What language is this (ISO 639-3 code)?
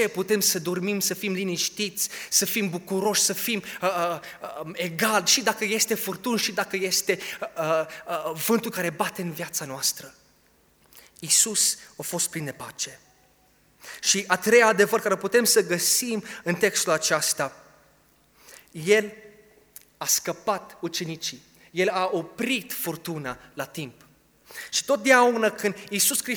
ron